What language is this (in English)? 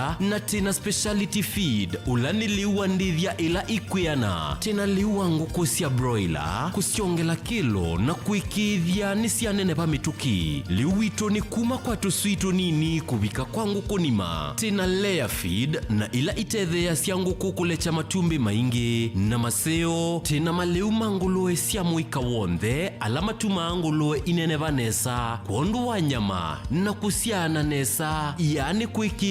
Kamba